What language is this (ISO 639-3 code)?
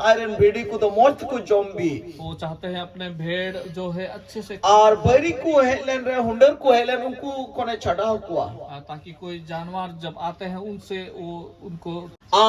sat